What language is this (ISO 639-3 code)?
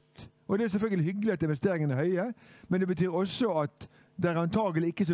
nor